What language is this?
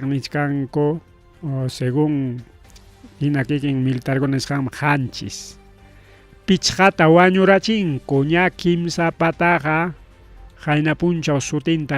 Ayacucho Quechua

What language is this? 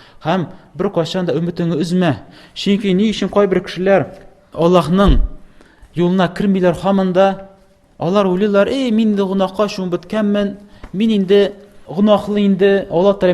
Tatar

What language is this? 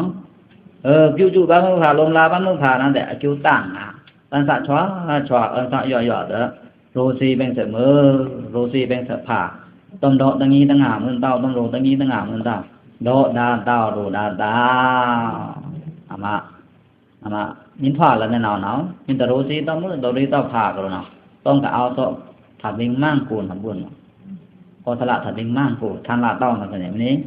Pa'o Karen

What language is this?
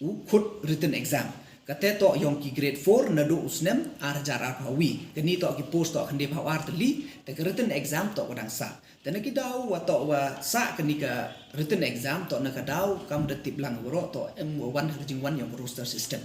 Khasi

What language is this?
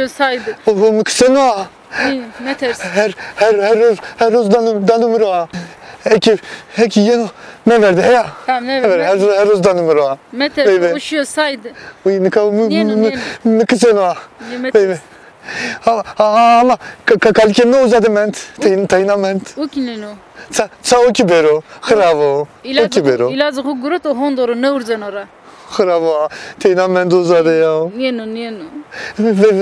Zaza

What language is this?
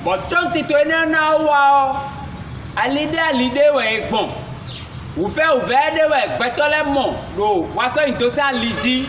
Fon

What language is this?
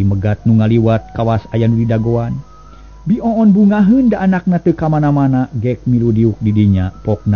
Sundanese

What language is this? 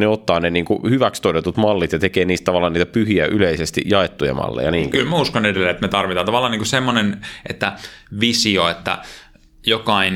Finnish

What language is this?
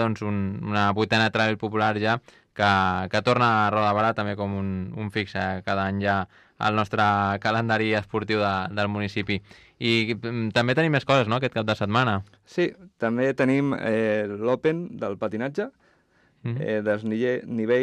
Catalan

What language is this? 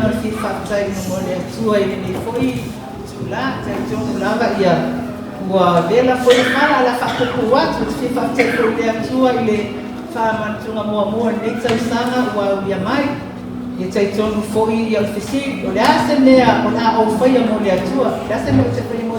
Samoan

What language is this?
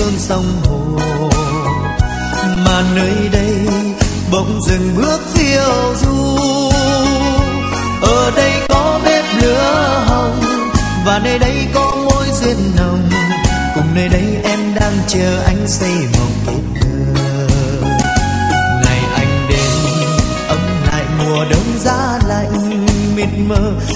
Vietnamese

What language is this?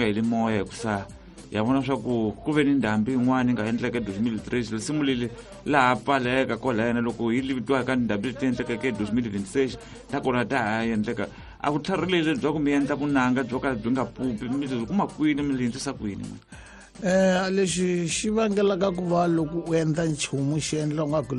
Tsonga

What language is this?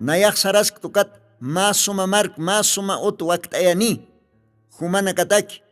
Aymara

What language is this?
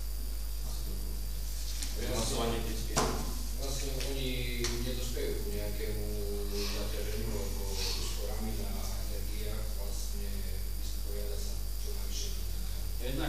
Slovak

